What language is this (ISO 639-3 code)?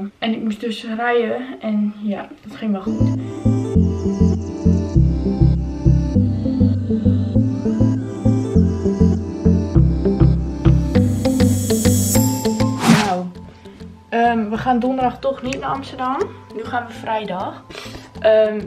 nld